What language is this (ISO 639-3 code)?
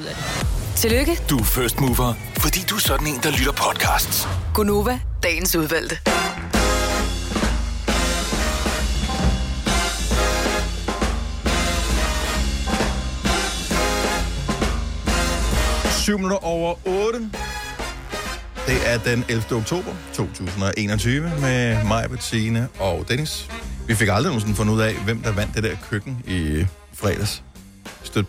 dan